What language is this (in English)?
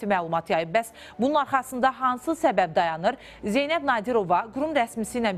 Azerbaijani